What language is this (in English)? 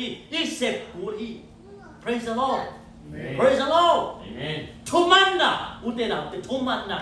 Tedim Chin